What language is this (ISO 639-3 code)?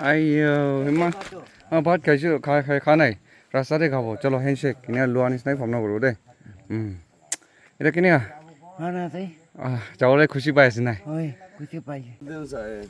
nag